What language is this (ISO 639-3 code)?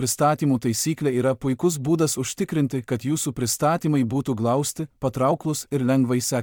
lit